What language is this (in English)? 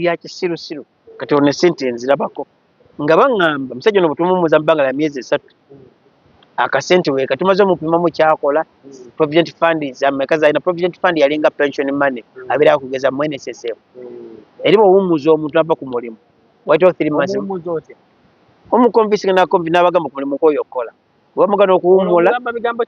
Ganda